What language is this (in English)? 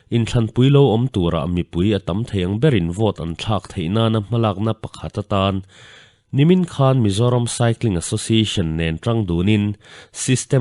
Mizo